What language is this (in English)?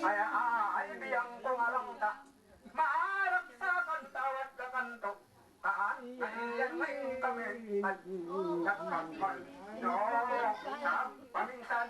Iloko